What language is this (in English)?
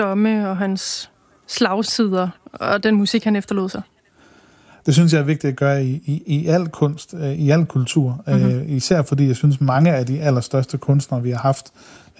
Danish